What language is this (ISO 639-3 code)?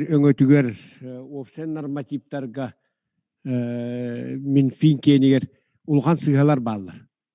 sah